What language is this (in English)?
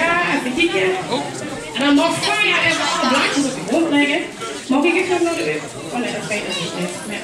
Limburgish